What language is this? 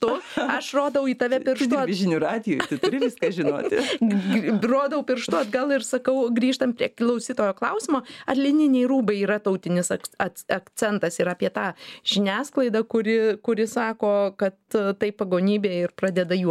Lithuanian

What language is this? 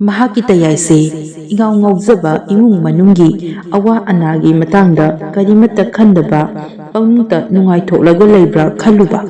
Manipuri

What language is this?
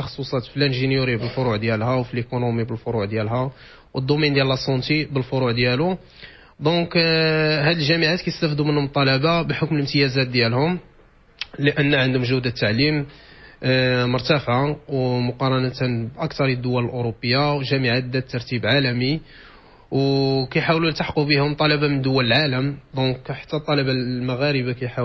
Moroccan Arabic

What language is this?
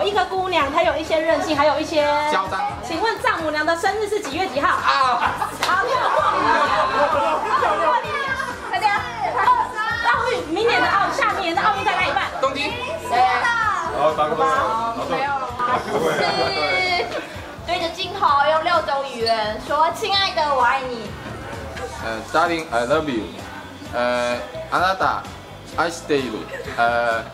Chinese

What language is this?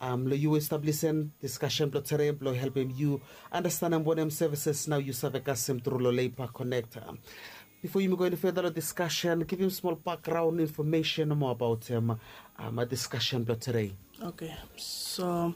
Bislama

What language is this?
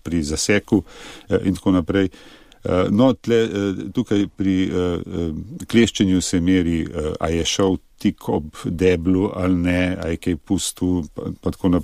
Slovenian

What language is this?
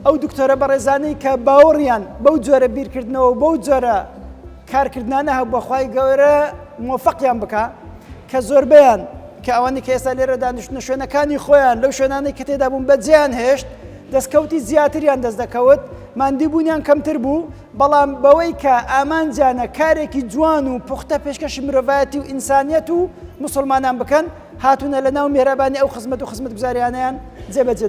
Central Kurdish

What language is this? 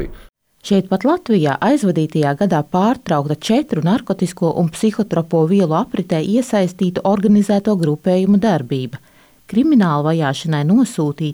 Latvian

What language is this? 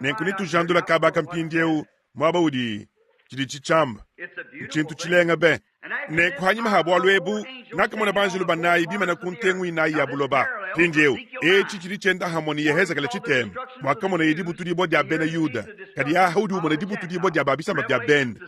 Luba-Lulua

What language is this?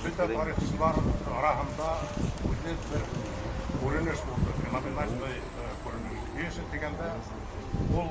Bashkir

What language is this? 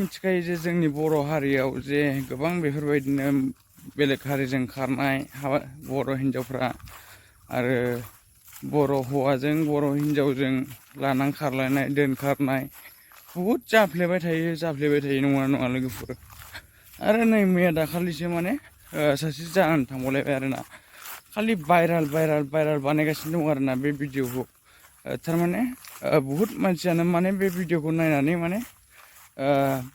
Bodo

